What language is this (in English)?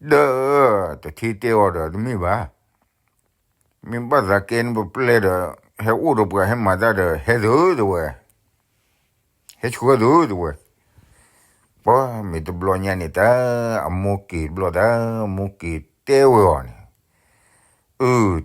S'gaw Karen